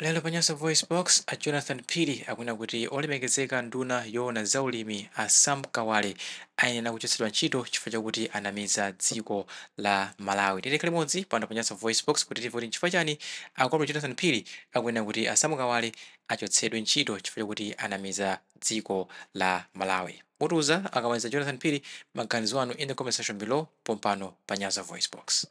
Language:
Nyanja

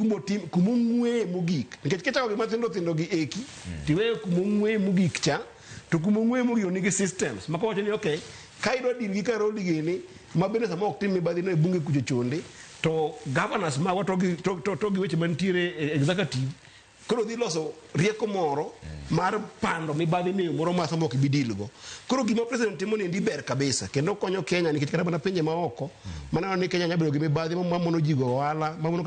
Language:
Luo (Kenya and Tanzania)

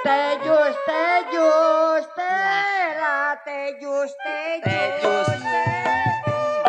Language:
Betawi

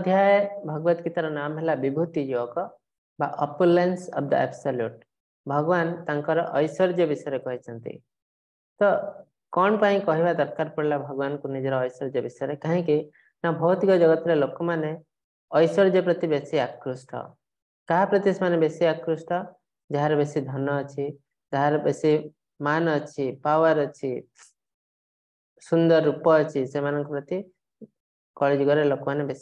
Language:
Odia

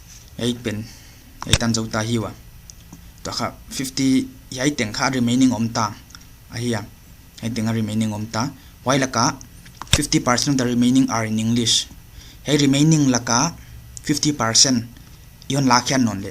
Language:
Paite Chin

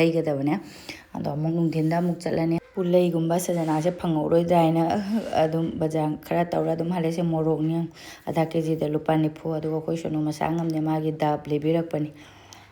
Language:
Manipuri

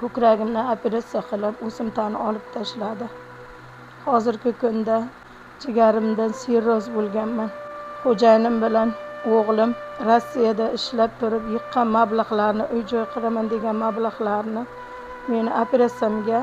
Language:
Uzbek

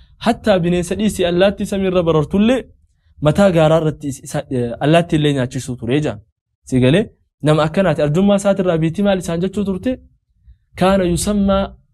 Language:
Oromo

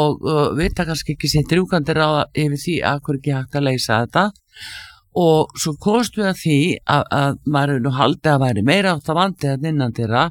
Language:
Icelandic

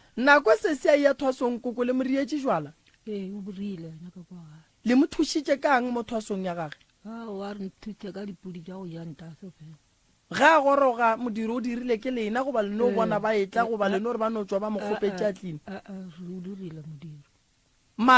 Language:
Northern Sotho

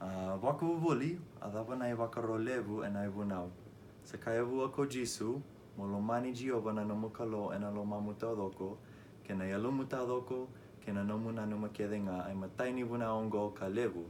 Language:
Fijian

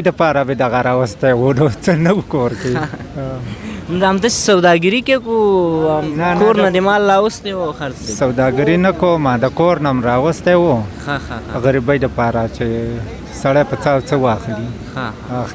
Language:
Pashto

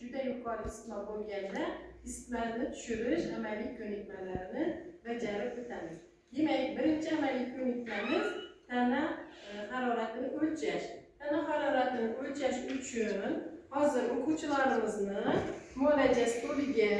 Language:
Uzbek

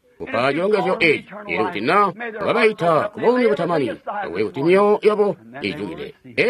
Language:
Tonga (Zambia)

